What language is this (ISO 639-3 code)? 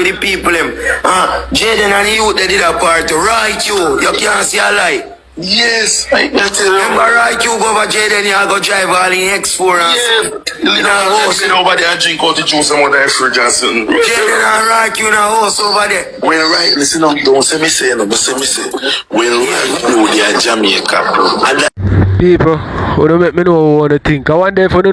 jam